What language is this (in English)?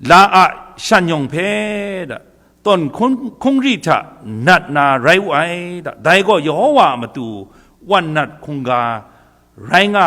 Kachin